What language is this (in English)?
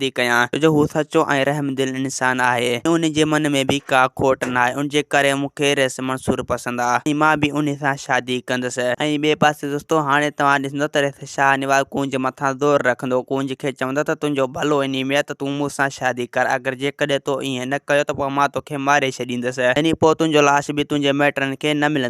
Sindhi